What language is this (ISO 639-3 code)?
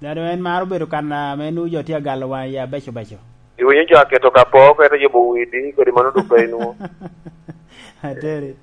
laj